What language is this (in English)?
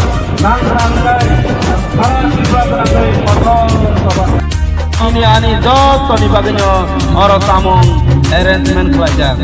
Kok Borok